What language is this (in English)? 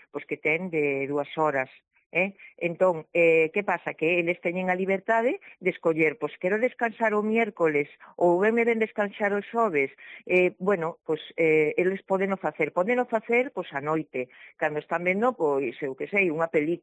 Galician